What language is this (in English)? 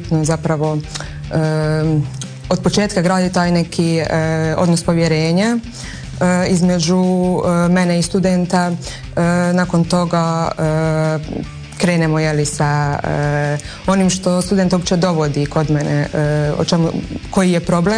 Croatian